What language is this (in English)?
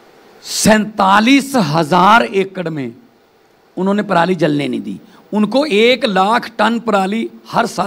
Hindi